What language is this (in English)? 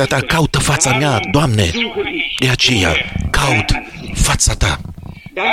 Romanian